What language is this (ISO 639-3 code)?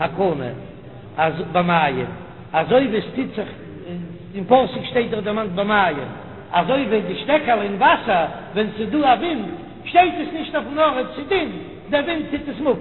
yid